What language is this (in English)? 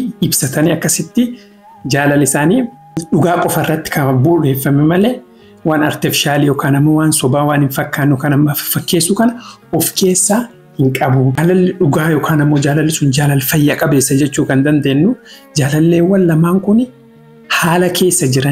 Oromo